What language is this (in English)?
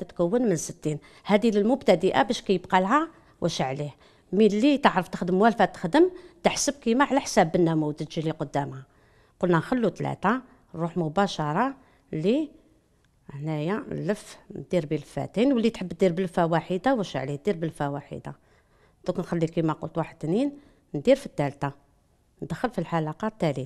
Algerian Arabic